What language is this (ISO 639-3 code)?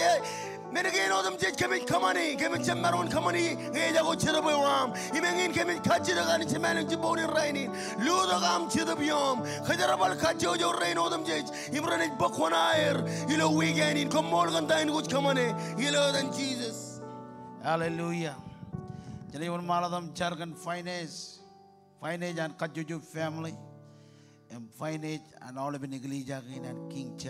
mah